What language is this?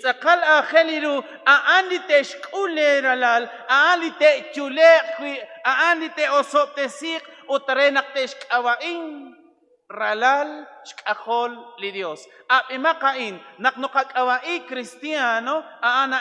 Kekchí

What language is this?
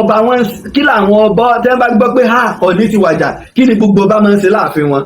Yoruba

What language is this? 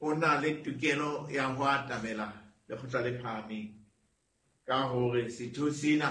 Southern Sotho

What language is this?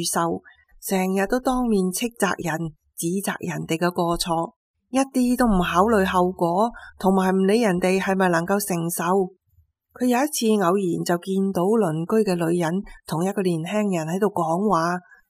Cantonese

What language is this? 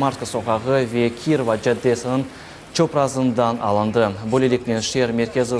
Crimean Tatar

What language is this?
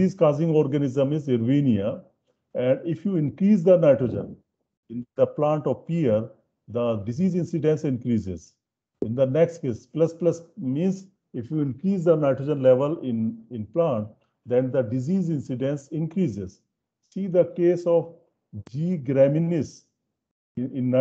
English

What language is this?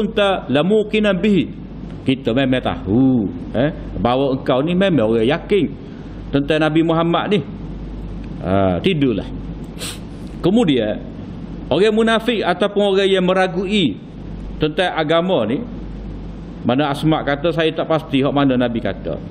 Malay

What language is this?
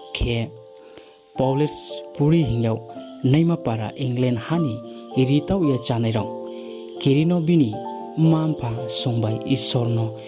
Riang (India)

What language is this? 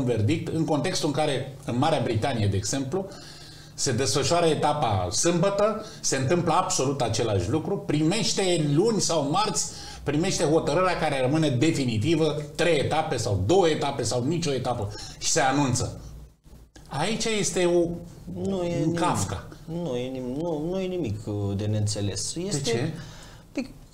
Romanian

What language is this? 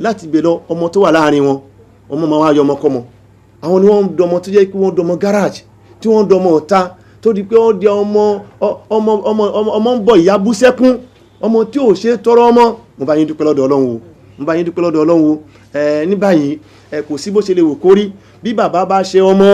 Yoruba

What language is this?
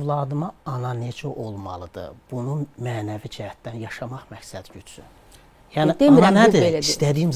Azerbaijani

